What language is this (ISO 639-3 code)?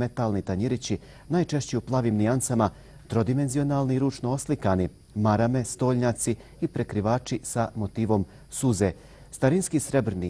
bos